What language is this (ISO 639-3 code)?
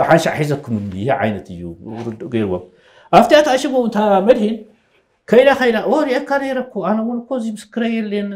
tir